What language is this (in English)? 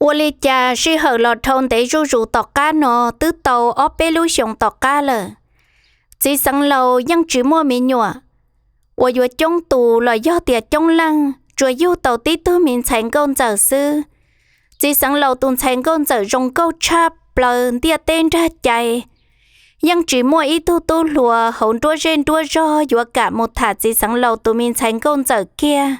Hmong